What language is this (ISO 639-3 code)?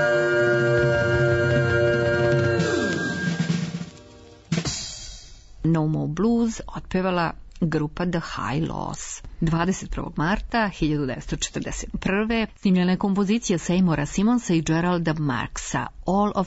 srp